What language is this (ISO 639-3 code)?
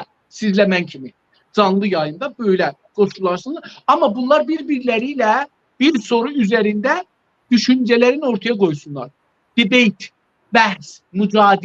azb